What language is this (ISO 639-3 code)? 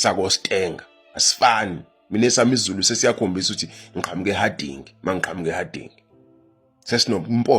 zul